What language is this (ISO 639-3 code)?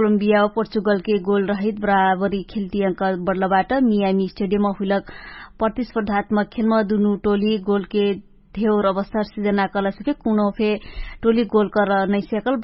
thl